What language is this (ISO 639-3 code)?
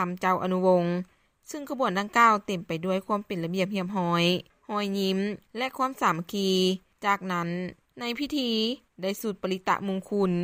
lao